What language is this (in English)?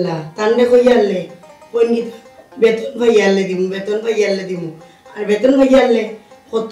Sylheti